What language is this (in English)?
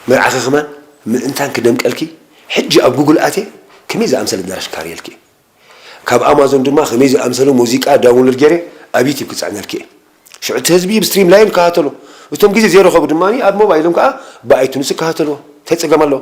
Tigrinya